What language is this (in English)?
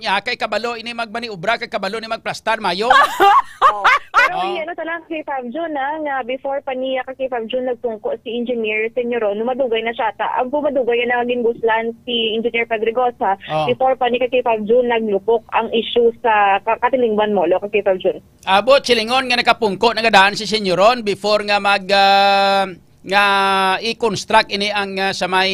Hiligaynon